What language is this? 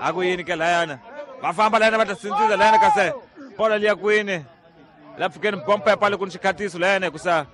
Tsonga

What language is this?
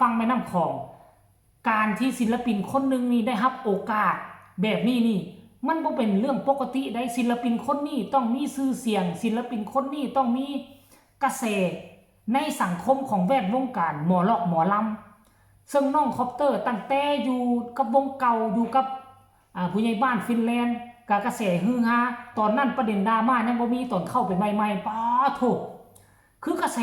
Northeastern Thai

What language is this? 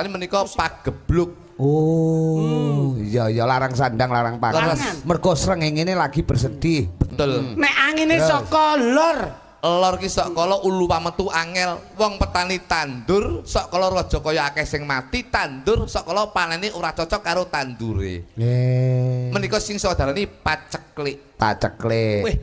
Javanese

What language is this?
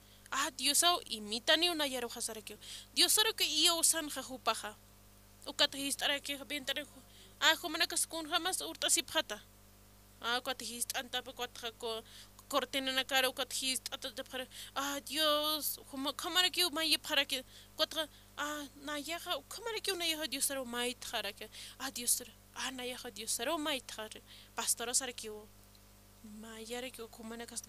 Aymara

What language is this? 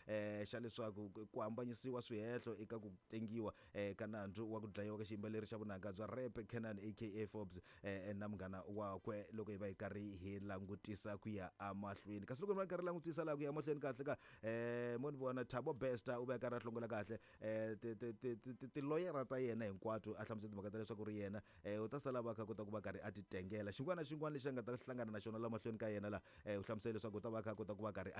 Tsonga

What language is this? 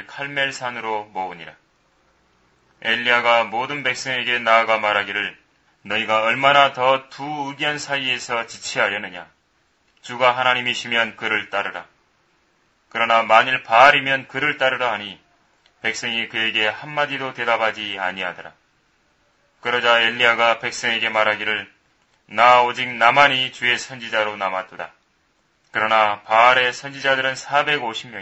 Korean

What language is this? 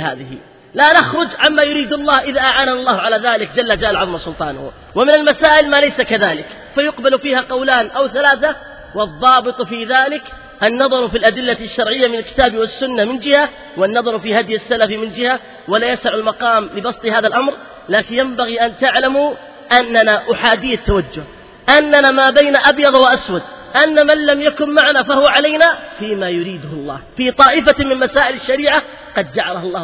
Arabic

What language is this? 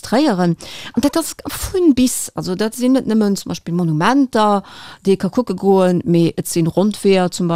Luxembourgish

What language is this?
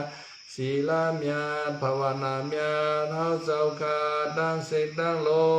Shan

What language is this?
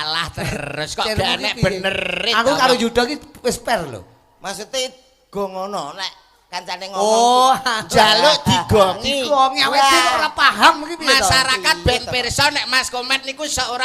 Javanese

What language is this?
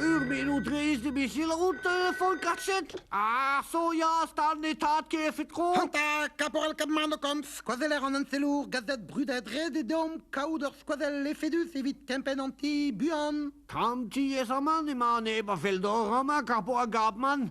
Breton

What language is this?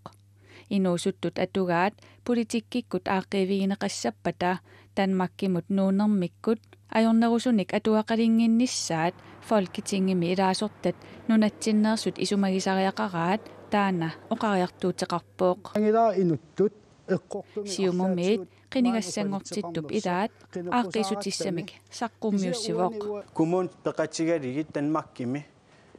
Kalaallisut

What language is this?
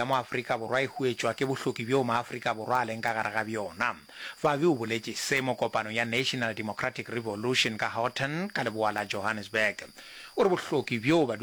Northern Sotho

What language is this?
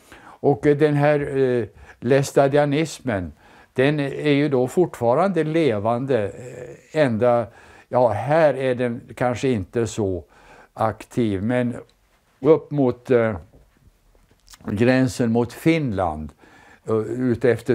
Swedish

